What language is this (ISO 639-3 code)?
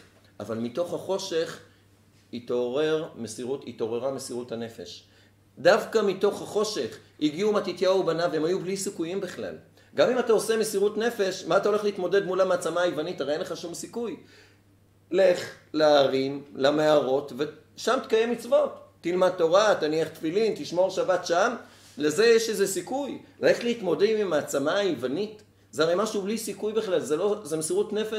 heb